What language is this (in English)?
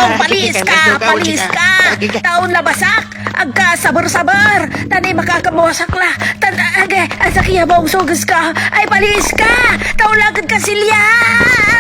Pangasinan